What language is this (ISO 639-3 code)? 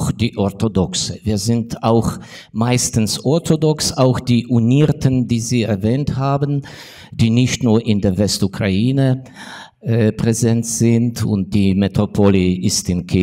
deu